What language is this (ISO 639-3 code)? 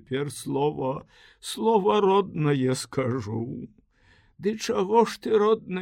bel